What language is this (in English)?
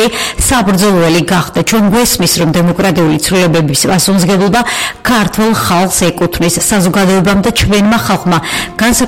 Georgian